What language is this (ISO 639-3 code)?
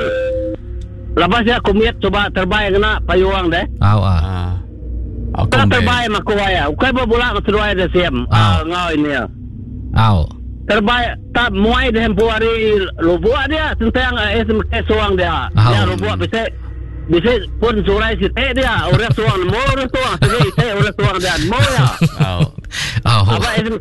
iba